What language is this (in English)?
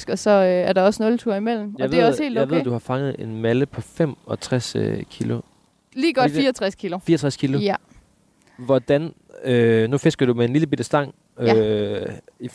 Danish